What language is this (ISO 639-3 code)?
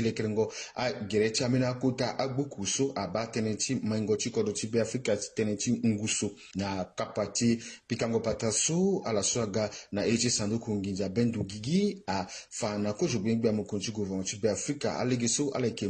sag